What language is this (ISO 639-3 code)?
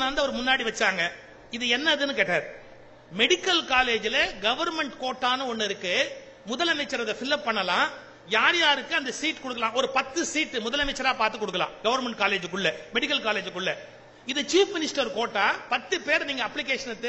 tam